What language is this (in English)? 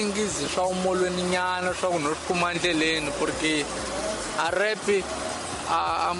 Tsonga